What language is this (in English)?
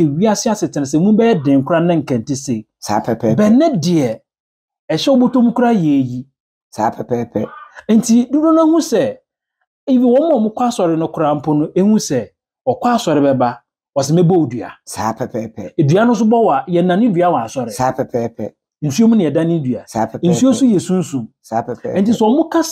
Akan